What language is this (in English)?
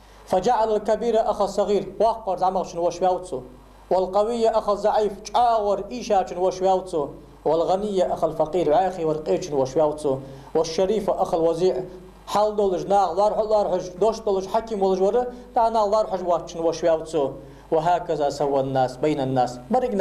Ingush